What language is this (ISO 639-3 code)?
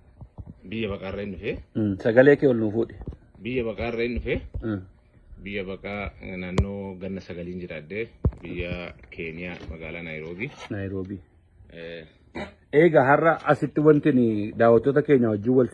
orm